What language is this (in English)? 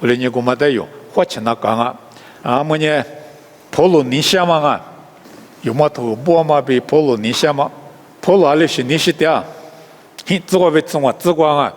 Lisu